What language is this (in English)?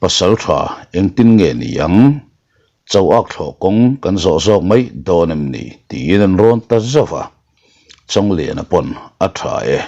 Mizo